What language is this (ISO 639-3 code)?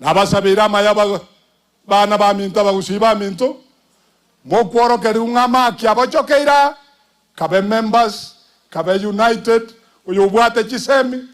guz